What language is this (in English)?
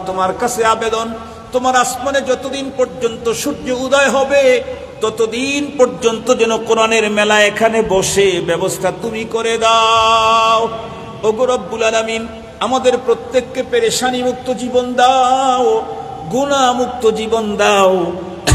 Bangla